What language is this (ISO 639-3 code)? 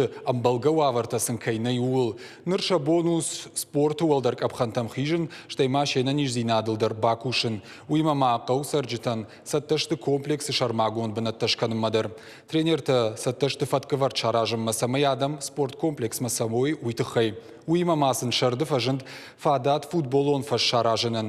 oss